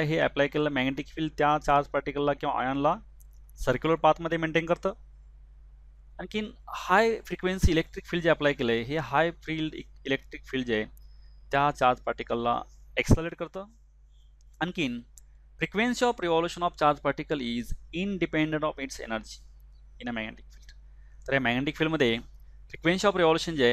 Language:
Marathi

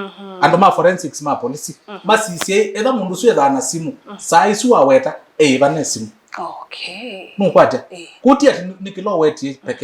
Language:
Kamba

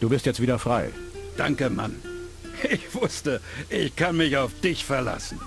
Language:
Bavarian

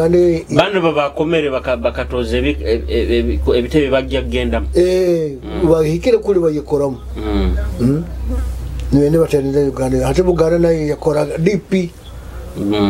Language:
Nyoro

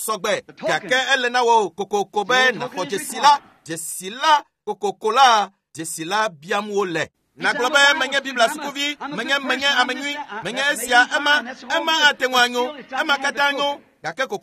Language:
Ewe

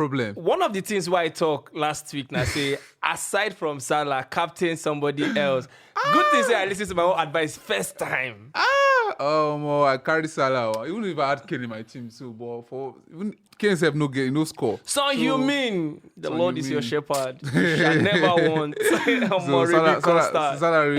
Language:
Nigerian Pidgin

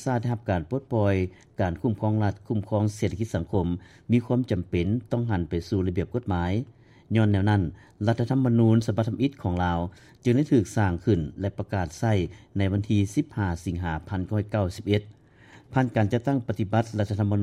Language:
Lao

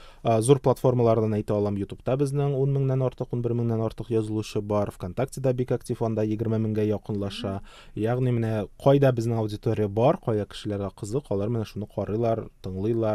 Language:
Tatar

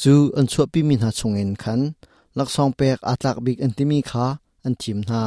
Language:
Hakha Chin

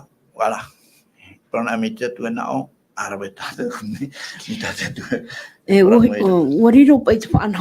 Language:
Tahitian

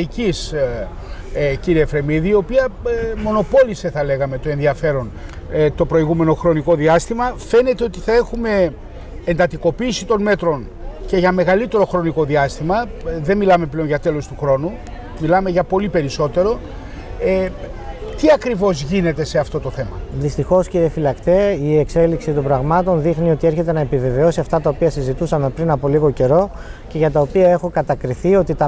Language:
Greek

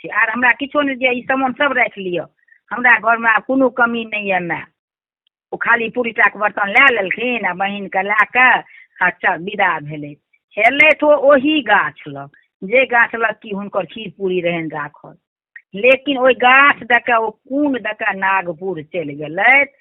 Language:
Maithili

